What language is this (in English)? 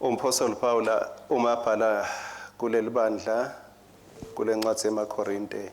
Swati